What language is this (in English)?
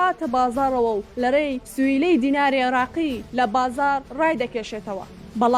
Central Kurdish